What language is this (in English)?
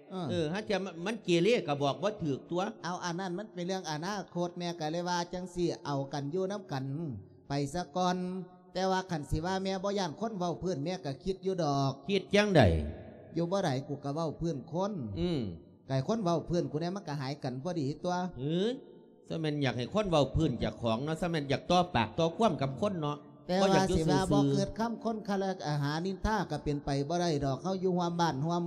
Lao